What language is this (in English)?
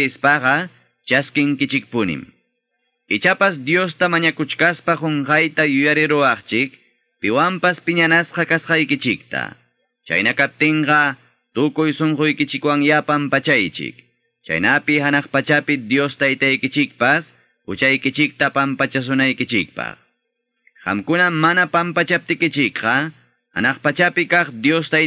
Ayacucho Quechua